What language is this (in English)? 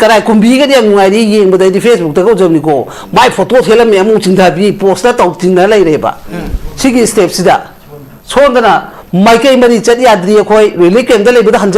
Manipuri